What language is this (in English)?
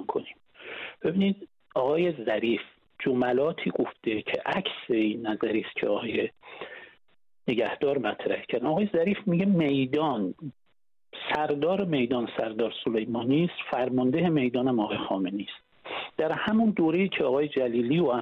Persian